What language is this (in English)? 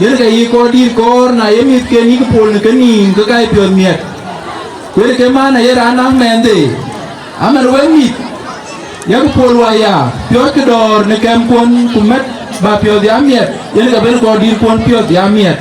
Dinka